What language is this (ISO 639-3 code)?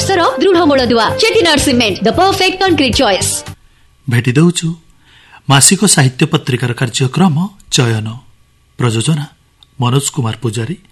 ori